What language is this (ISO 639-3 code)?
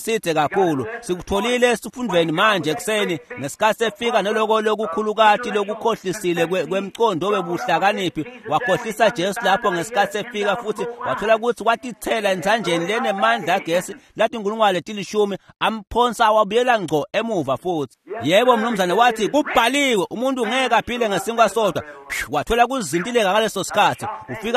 ssw